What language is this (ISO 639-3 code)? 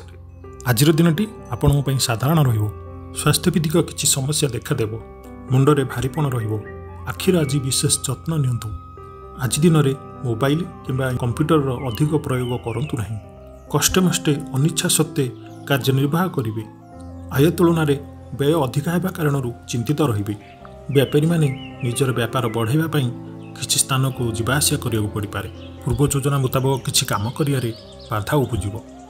ori